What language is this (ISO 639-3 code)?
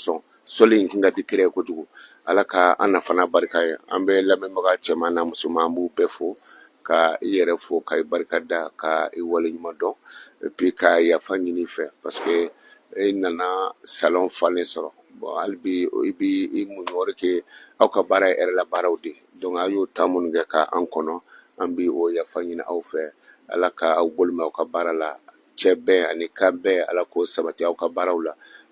bam